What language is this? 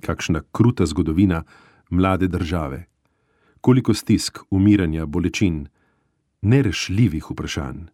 Slovenian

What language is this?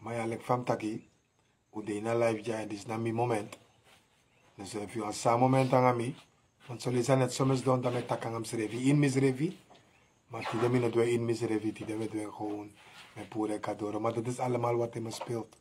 Sranan Tongo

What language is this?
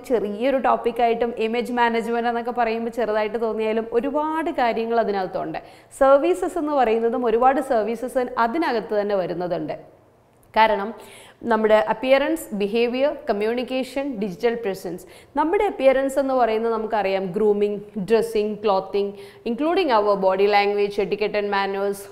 Malayalam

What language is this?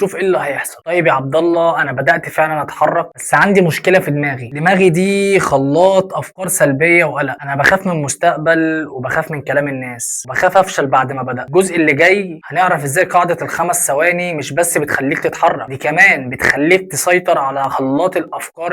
Egyptian Arabic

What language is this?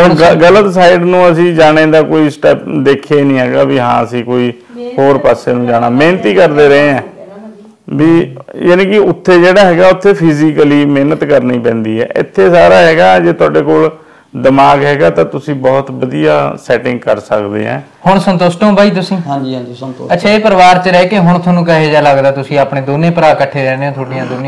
Punjabi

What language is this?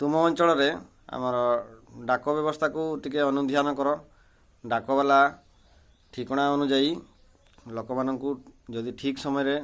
Odia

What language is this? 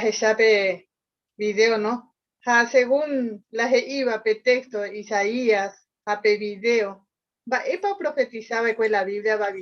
Guarani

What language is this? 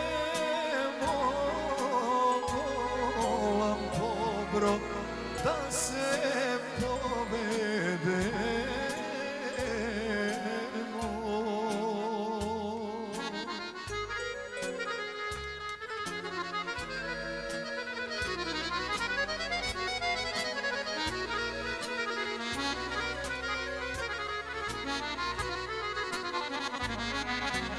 Serbian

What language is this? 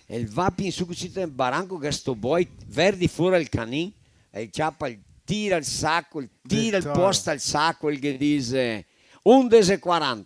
Venetian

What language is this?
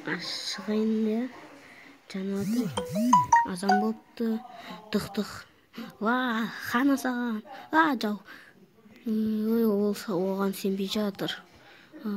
Kazakh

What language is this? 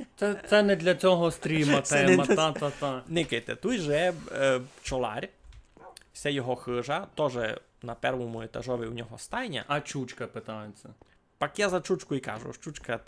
Rusyn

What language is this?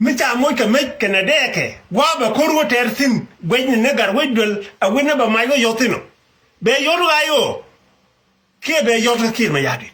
Nuer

